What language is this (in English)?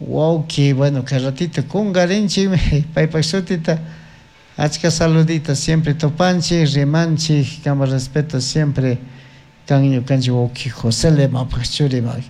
Chimborazo Highland Quichua